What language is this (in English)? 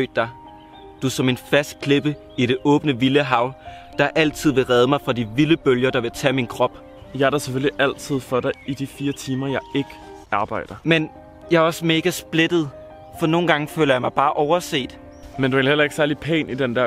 Danish